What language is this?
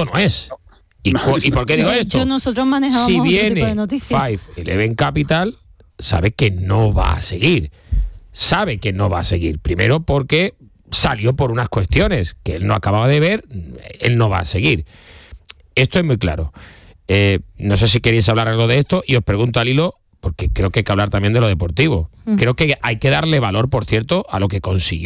Spanish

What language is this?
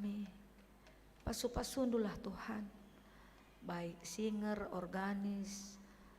Batak Karo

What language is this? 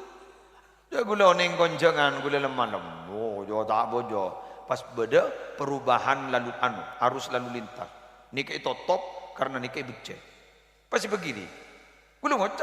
Madurese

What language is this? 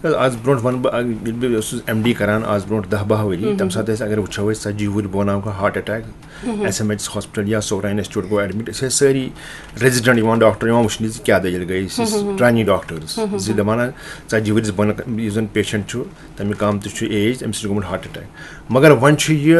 Kashmiri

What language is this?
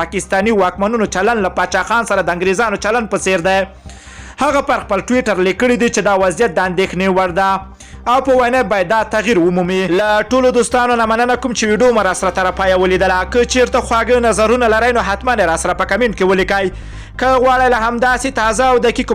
Pashto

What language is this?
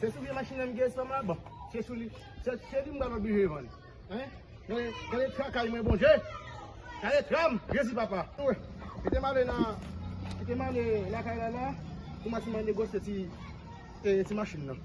Haitian Creole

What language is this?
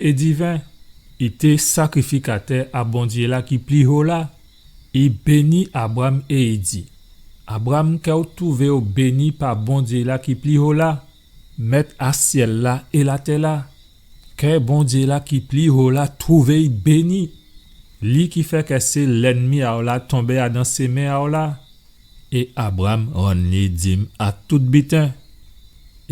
Guadeloupean Creole French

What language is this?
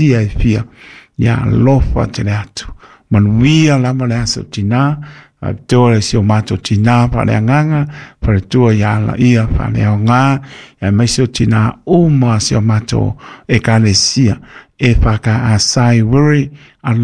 Samoan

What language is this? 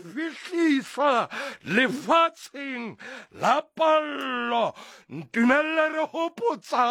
Southern Sotho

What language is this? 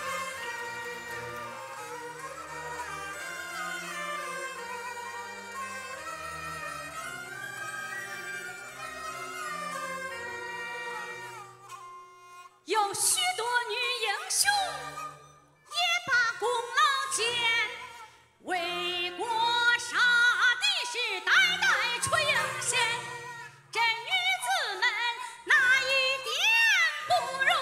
Chinese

